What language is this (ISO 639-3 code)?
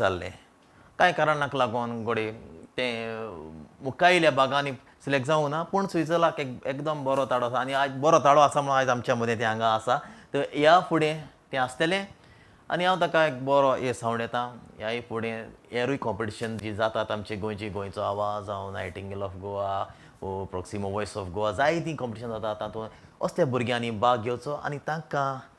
kok